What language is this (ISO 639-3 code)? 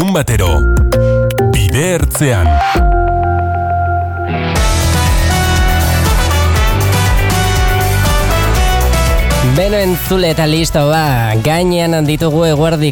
eus